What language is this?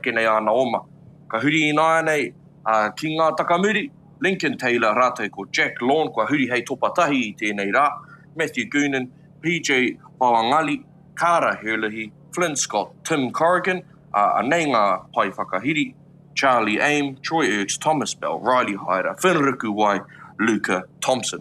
Māori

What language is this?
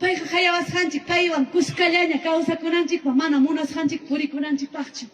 Ayacucho Quechua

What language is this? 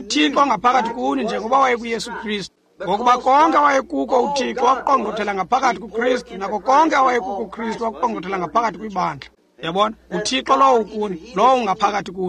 Xhosa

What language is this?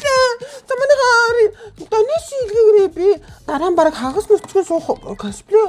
Mongolian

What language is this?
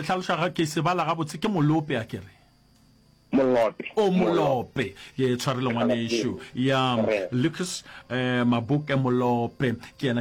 Northern Sotho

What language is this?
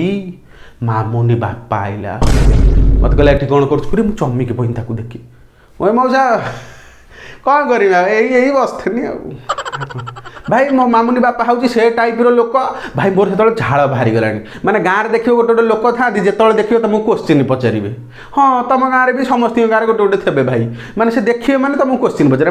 Odia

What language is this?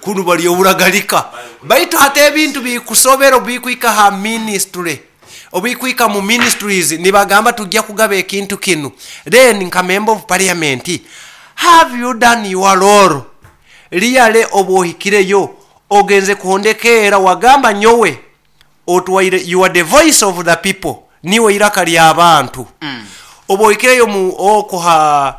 Nyoro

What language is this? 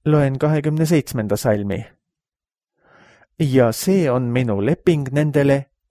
Estonian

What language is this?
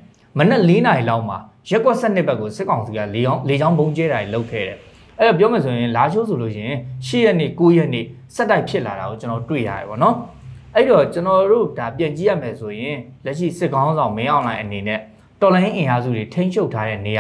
Burmese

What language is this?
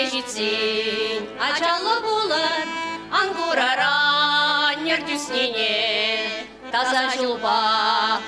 Chuvash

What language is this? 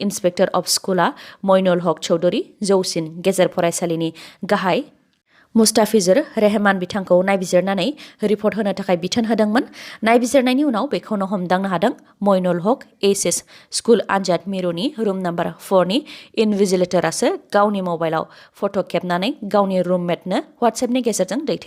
Bodo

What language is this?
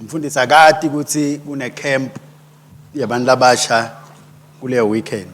Swati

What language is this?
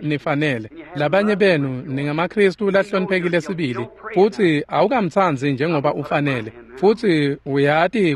Swati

